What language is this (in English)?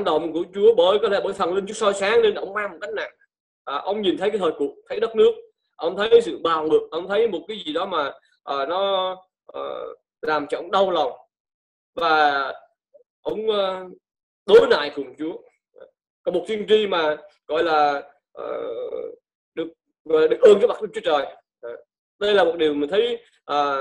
Vietnamese